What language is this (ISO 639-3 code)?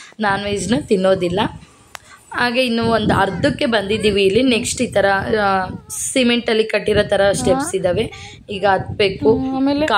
kan